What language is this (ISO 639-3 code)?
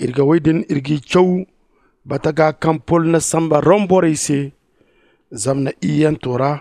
dje